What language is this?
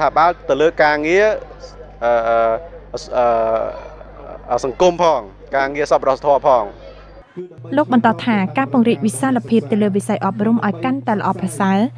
Khmer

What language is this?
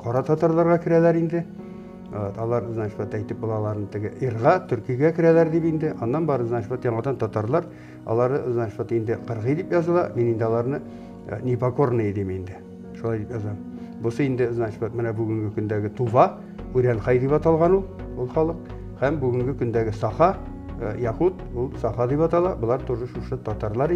Tatar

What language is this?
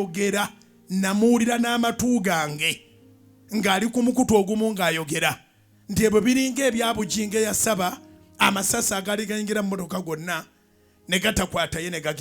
Ganda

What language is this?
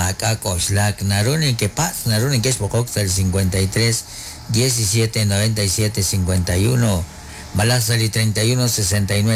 Kekchí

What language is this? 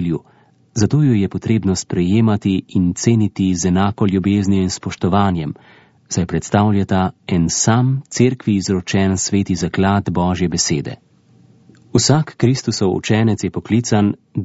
Slovenian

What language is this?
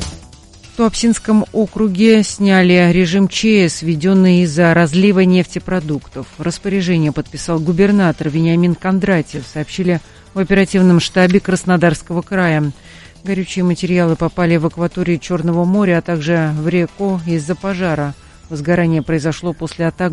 Russian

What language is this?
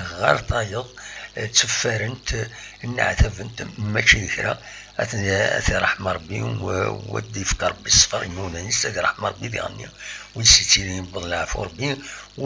Kabyle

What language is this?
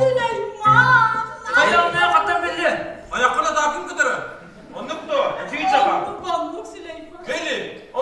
Yakut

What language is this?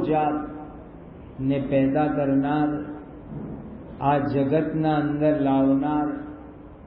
Gujarati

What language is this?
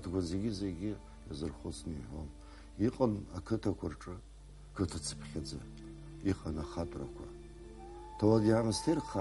Abkhazian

